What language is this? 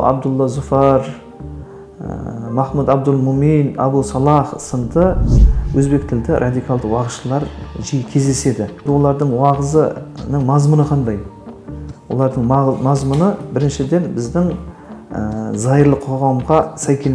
Kazakh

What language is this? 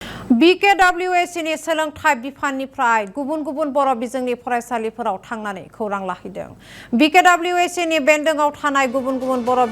Bodo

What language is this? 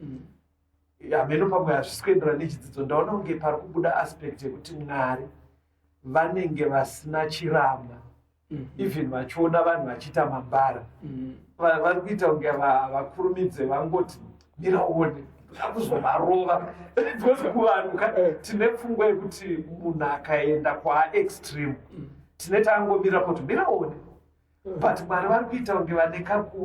Shona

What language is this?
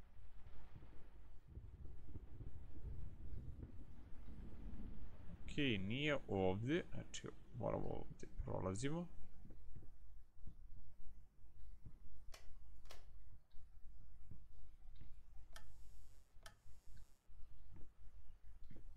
Croatian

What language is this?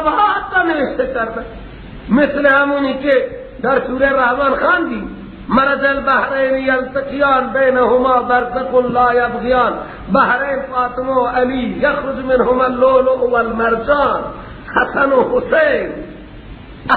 Persian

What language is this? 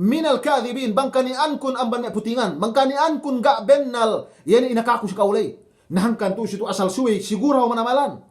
Yakan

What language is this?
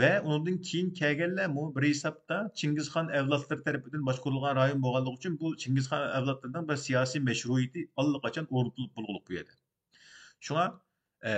Uyghur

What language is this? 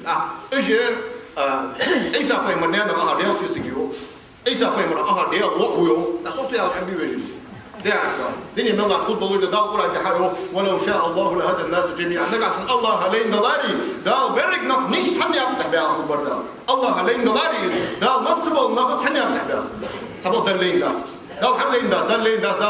Ingush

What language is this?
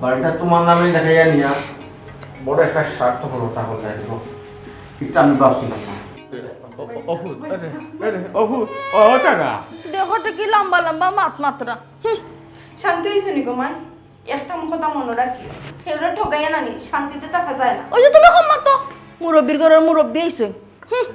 Sylheti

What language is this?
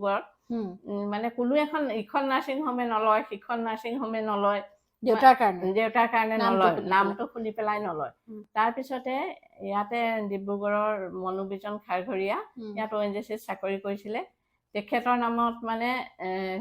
Assamese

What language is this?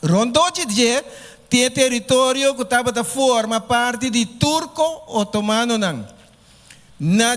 Papiamento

